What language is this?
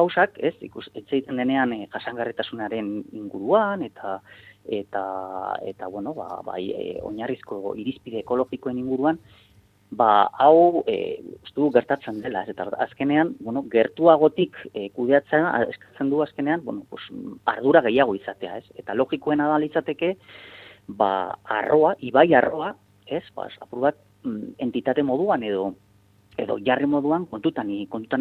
Basque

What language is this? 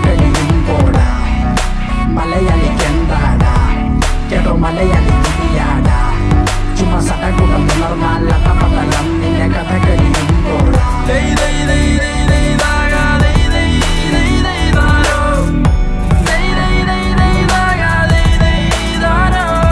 Malayalam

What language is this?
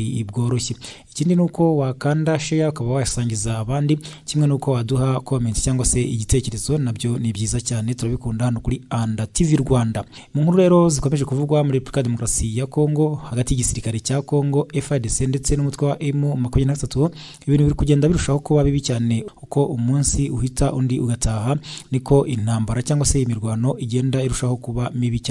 Kinyarwanda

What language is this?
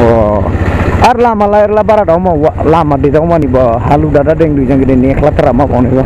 Dimasa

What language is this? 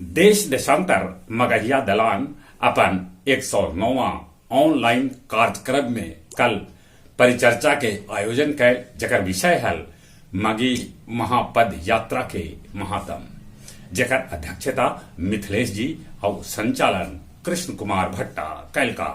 Magahi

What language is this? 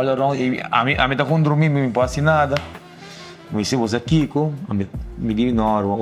Papiamento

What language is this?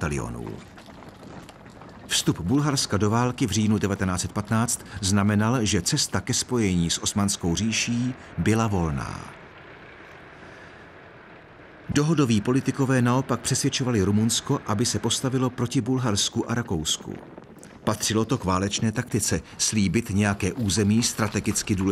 Czech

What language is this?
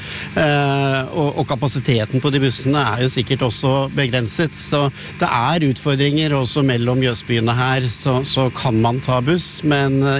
Norwegian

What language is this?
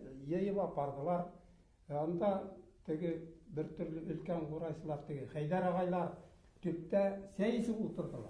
Bashkir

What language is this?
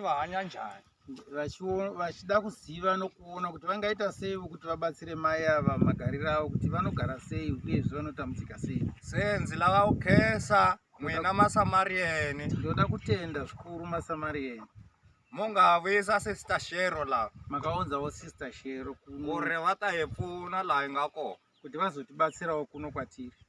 Shona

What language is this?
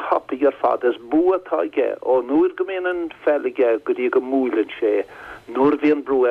Irish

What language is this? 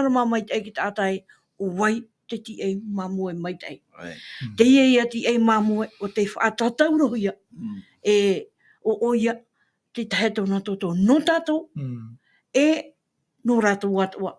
Tahitian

